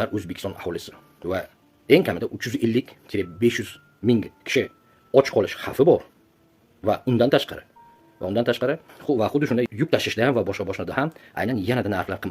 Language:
Uzbek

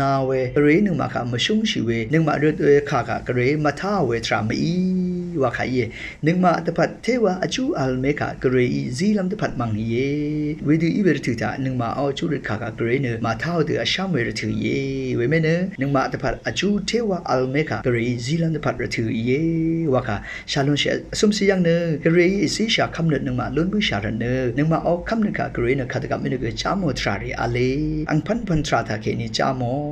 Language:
Rawang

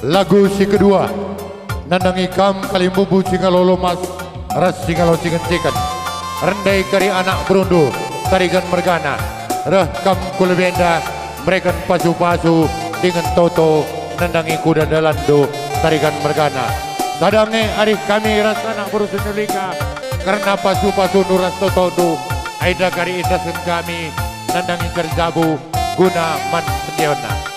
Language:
Batak Karo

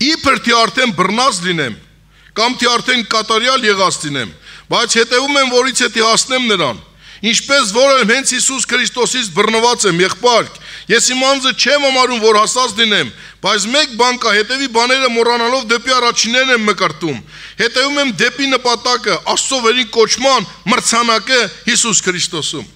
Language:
Armenian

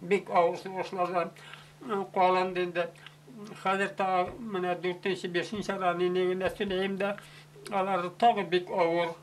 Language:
Bashkir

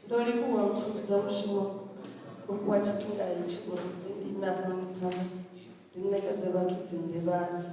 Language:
Venda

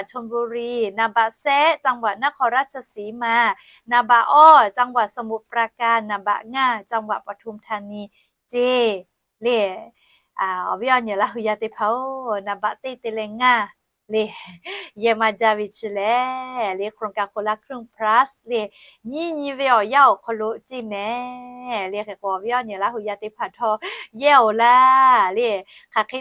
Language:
Lahu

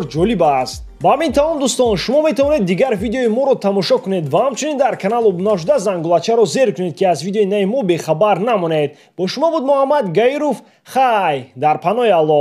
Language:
Tajik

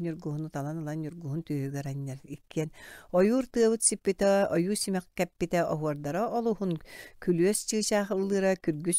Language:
Yakut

